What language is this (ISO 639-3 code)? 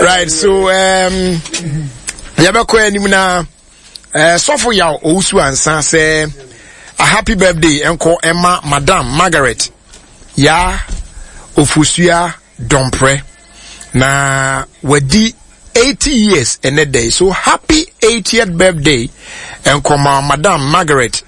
aka